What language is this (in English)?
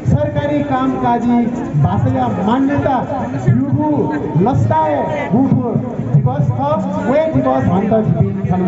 Newari